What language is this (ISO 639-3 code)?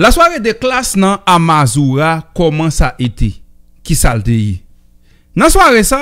hat